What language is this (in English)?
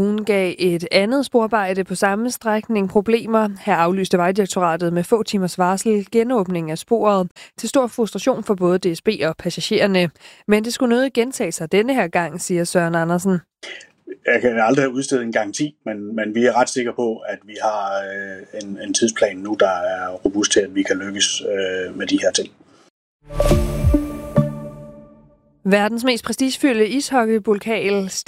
Danish